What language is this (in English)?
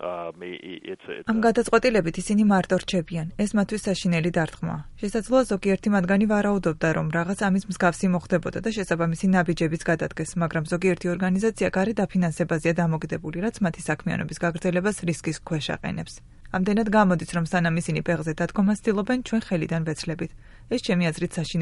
Georgian